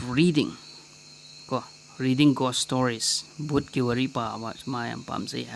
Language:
Manipuri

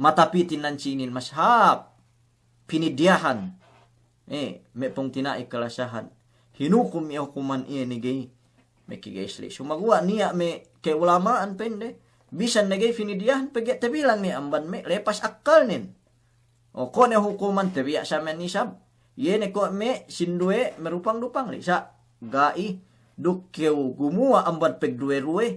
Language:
Yakan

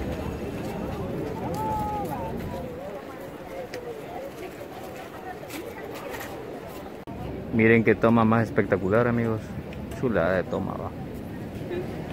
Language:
Spanish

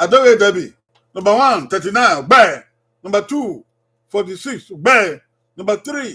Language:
Bini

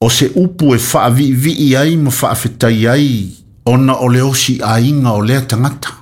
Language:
Samoan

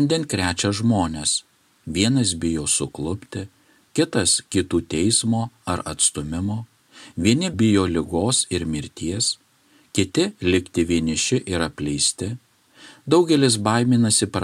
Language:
Lithuanian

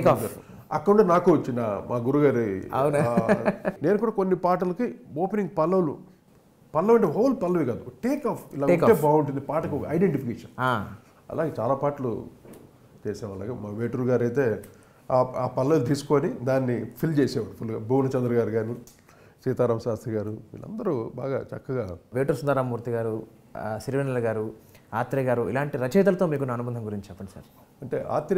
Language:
Telugu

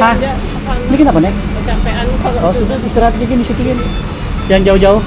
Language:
Banjar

